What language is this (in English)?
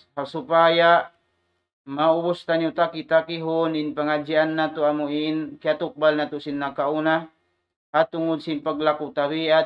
Tausug